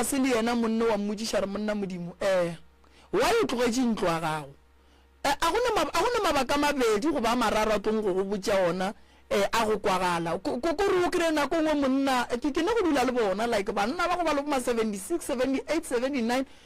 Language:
Northern Sotho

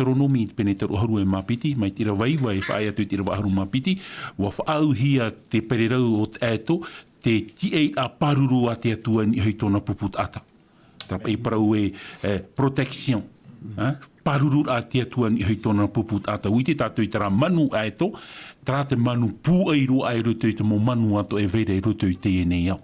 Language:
Tahitian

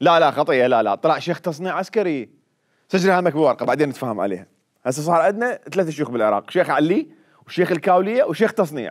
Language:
Mesopotamian Arabic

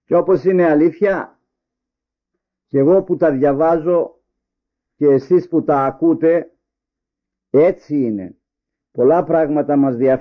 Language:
Greek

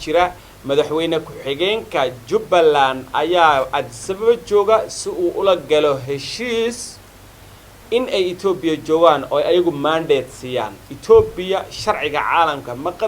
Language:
Somali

